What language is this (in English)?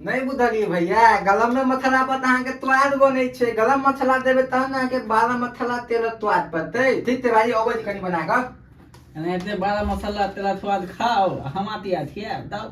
Maithili